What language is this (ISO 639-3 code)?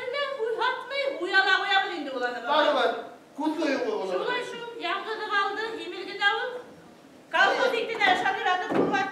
bak